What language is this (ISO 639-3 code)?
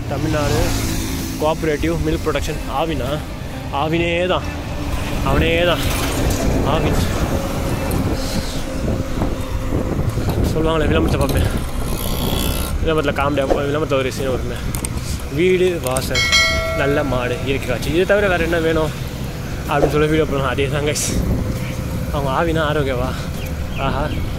tam